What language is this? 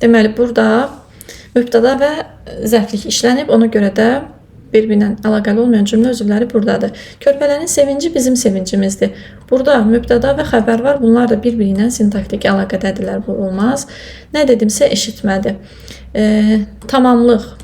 Azerbaijani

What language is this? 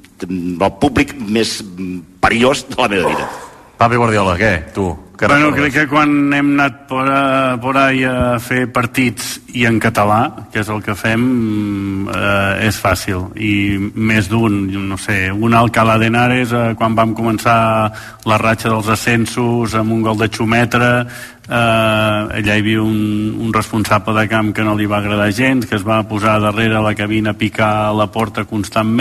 Catalan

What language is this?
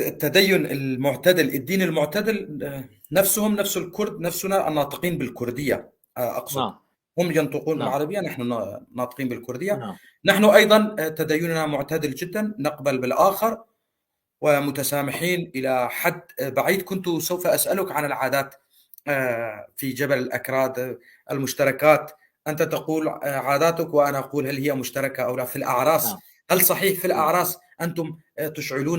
North Levantine Arabic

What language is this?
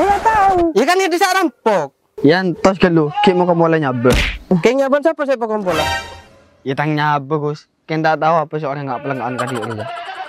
Madurese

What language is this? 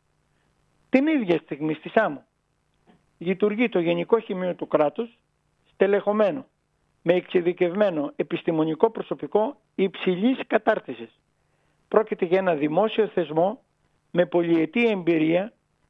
Greek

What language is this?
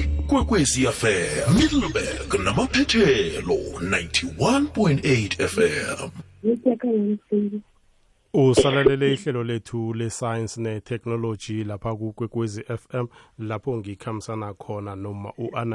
South Ndebele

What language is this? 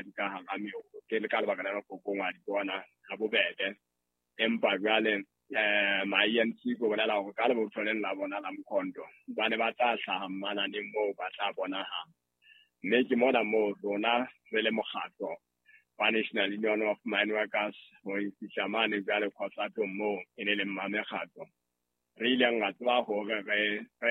Southern Sotho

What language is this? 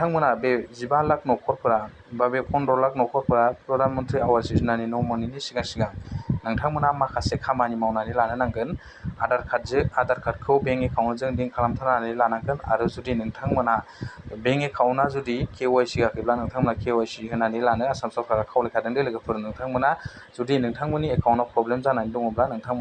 Bodo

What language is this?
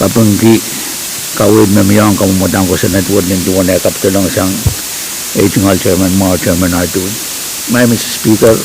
Pohnpeian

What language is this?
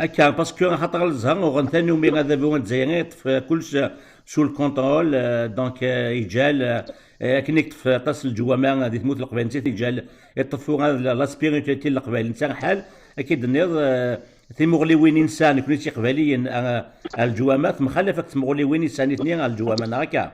Kabyle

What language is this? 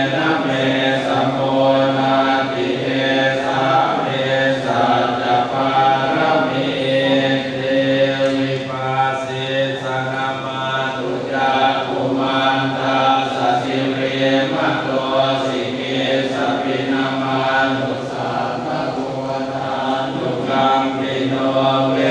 Pali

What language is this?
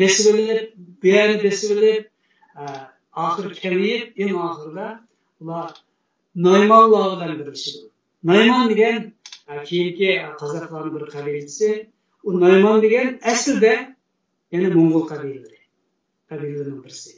Uyghur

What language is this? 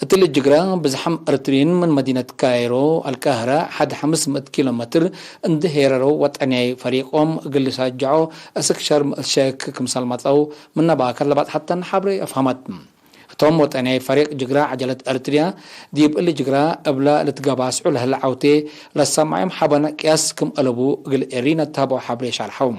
Tigre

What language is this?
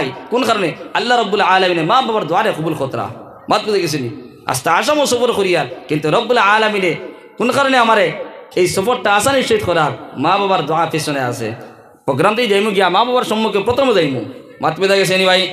Sylheti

